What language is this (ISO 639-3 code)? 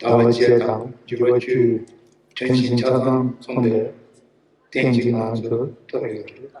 bod